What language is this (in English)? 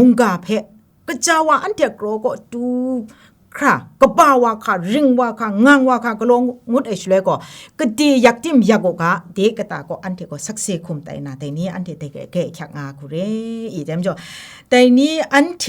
Kachin